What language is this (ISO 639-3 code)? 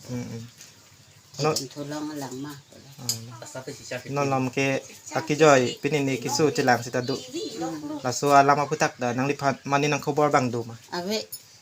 mjw